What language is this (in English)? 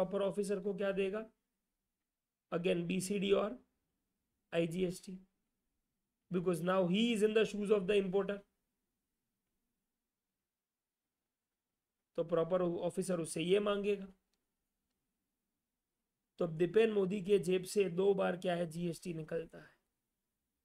Hindi